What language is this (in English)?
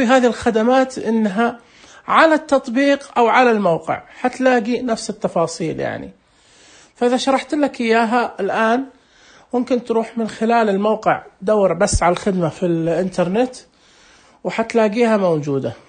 Najdi Arabic